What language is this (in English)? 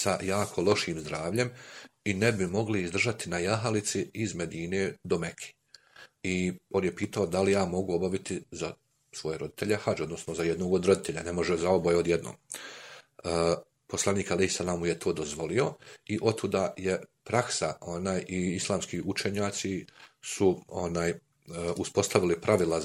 Bosnian